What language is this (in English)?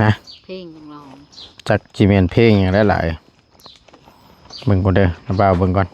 Northeastern Thai